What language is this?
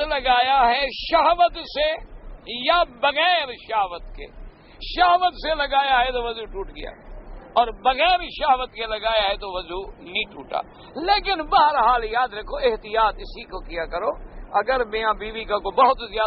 Urdu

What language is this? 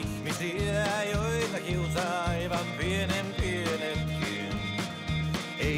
Finnish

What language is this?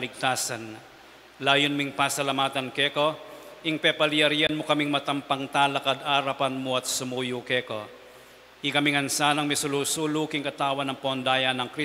Pampanga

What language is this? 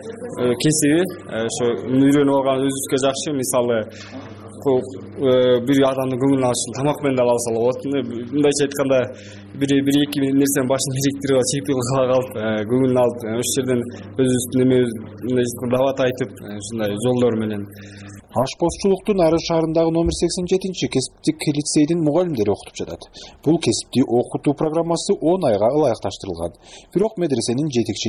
Kyrgyz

